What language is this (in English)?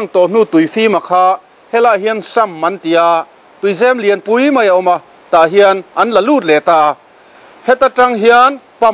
Mizo